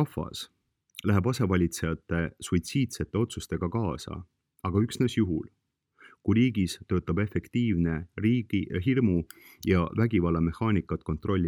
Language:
Estonian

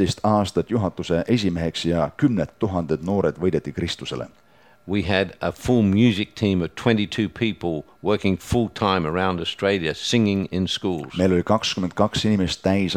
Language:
Estonian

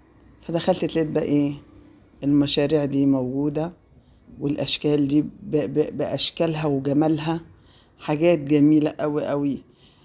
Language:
Egyptian Arabic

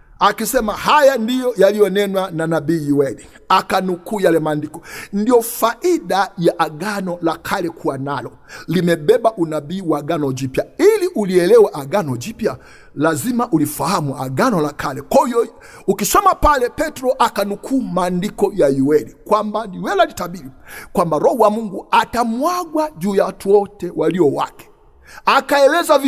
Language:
Swahili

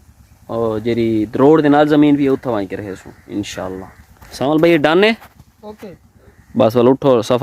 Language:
Saraiki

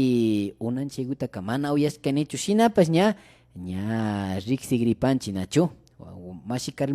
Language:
Imbabura Highland Quichua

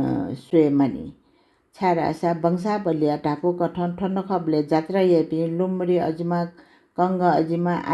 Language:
Newari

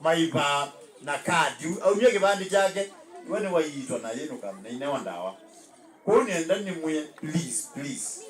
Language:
Kamba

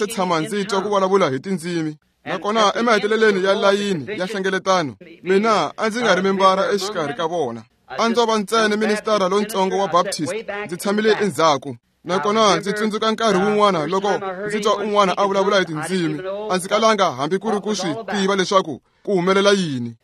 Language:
Tsonga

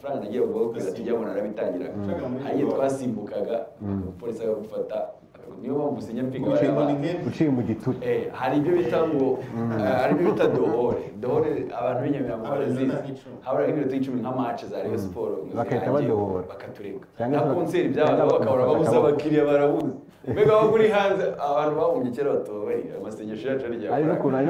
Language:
Kinyarwanda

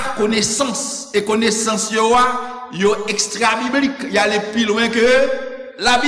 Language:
Haitian Creole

